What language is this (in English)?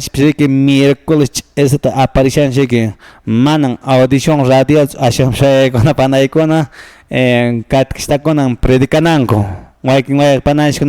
Quechua